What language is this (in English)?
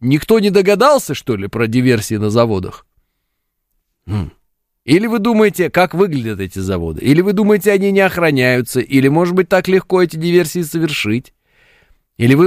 Russian